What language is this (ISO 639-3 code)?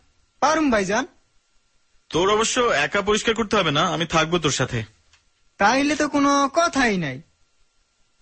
ben